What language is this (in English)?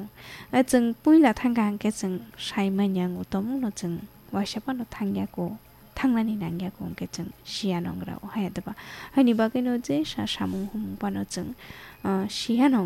Kok Borok